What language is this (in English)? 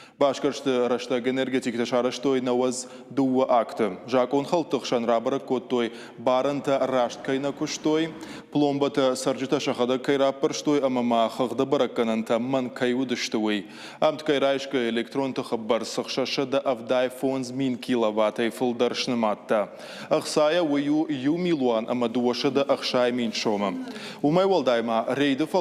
Ossetic